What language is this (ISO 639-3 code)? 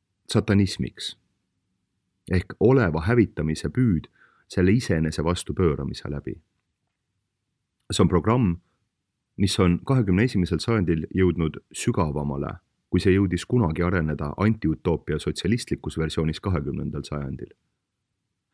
est